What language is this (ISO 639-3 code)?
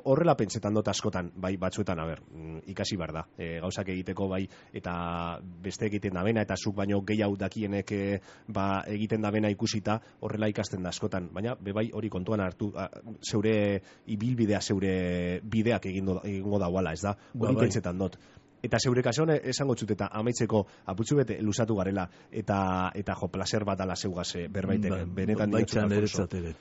eus